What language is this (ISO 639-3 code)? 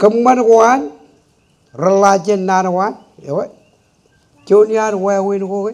mah